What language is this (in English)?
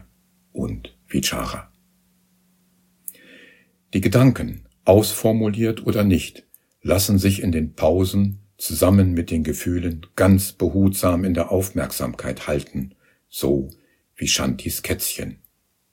German